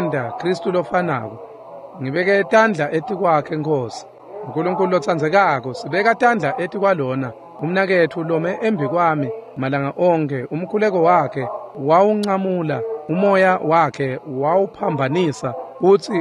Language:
Swati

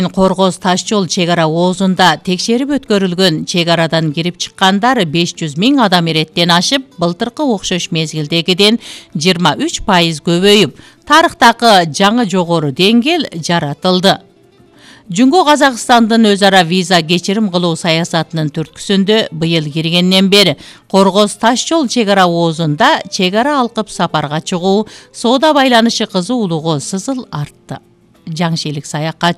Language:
Kyrgyz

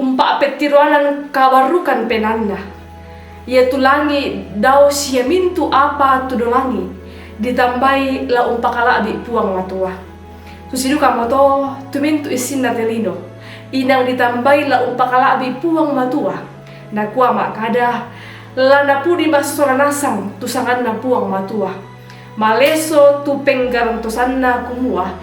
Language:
Toraja-Sa'dan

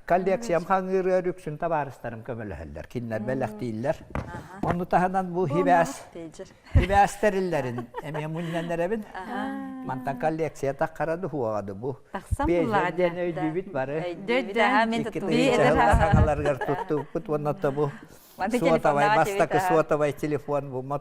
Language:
Yakut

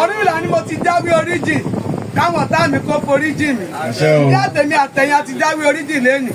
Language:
Yoruba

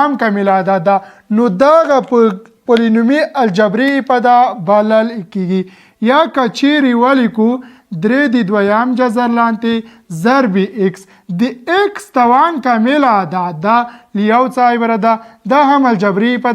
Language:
Pashto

